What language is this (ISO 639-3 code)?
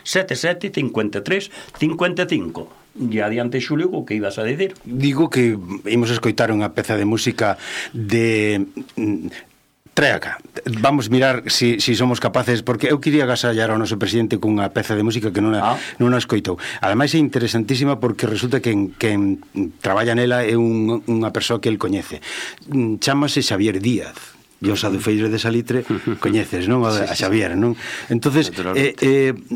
glg